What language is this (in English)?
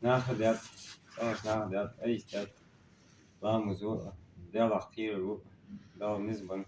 Chechen